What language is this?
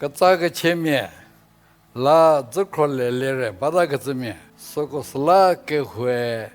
Angami Naga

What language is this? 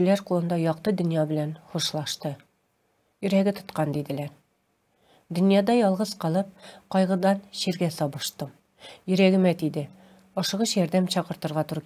Tatar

